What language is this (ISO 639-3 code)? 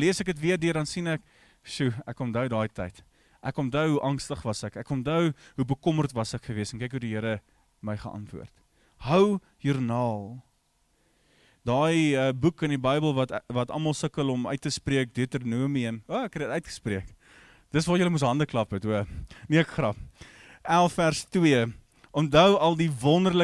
afr